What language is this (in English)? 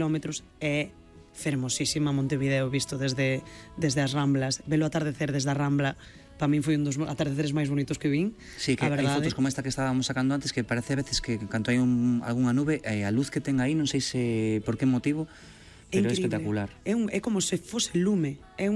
Galician